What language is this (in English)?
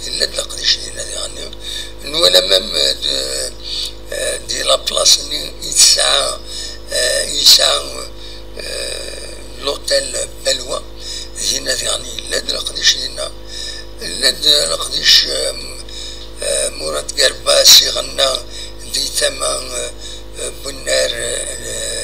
Kabyle